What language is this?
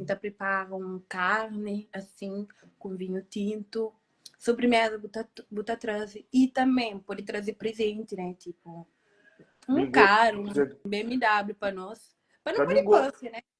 Kabuverdianu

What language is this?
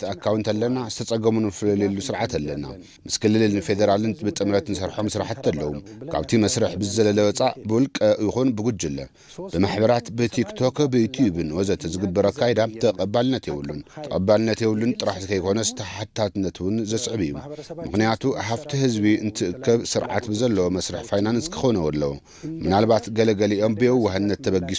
Tigrinya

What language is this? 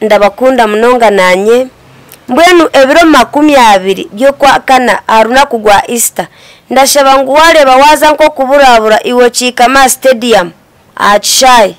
Nyankole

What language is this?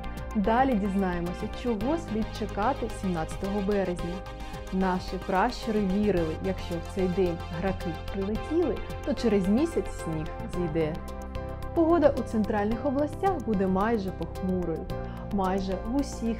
Ukrainian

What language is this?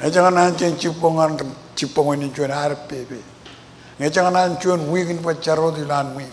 Marshallese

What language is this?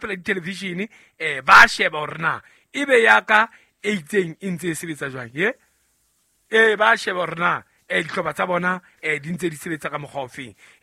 Southern Sotho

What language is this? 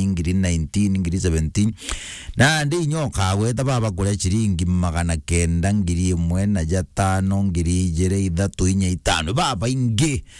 Meru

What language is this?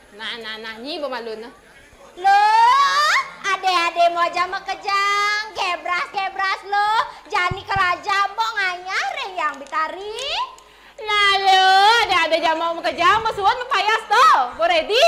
Balinese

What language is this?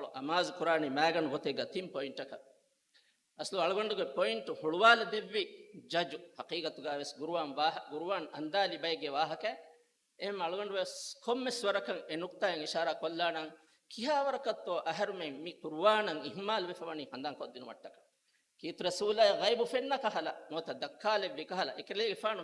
Divehi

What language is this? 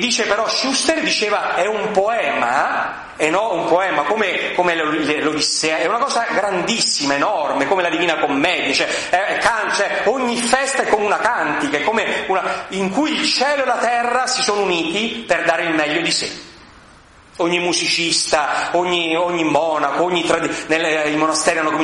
Italian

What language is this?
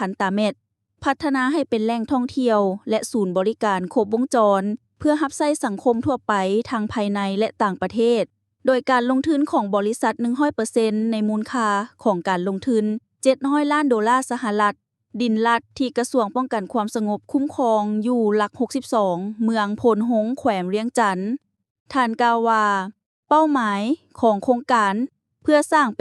Lao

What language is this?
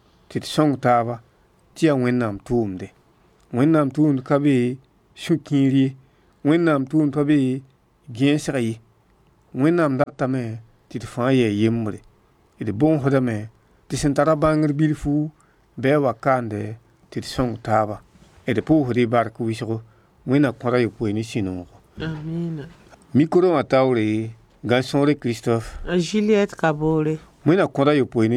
Mossi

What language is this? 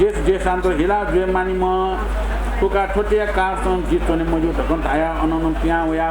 Newari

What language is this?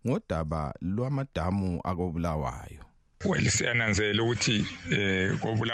North Ndebele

